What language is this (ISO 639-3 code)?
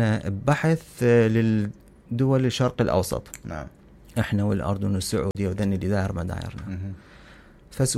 acm